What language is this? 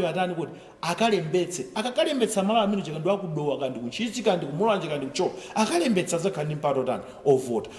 Nyanja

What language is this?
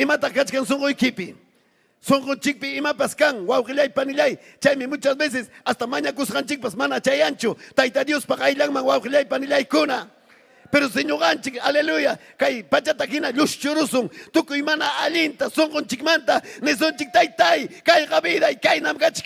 Ayacucho Quechua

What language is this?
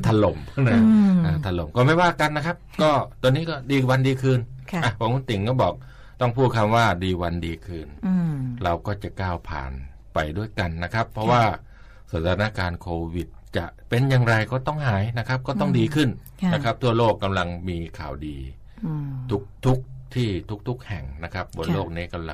Thai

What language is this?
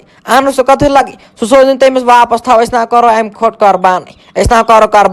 Kashmiri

